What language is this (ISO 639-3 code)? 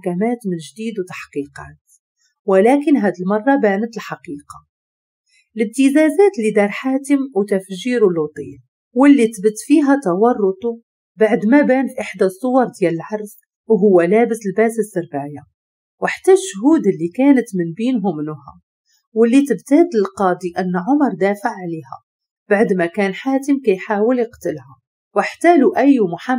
ary